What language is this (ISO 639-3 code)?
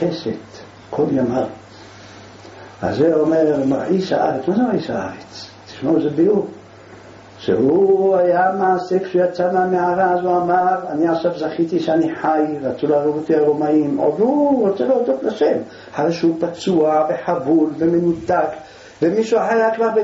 heb